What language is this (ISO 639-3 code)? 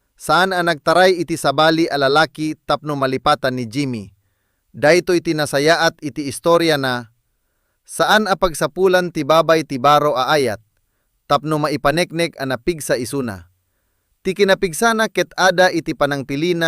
ilo